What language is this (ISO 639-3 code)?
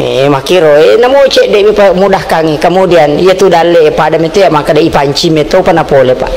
bug